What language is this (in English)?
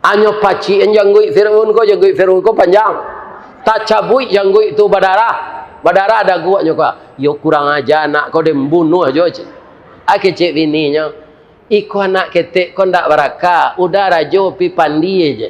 Minangkabau